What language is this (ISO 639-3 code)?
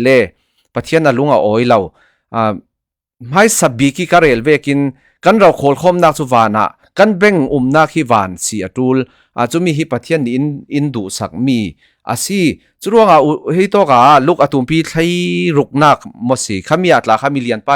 cfm